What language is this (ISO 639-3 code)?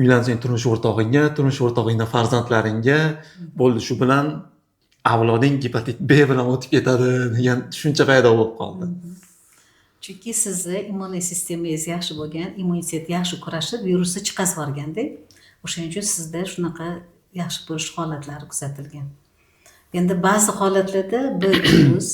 uzb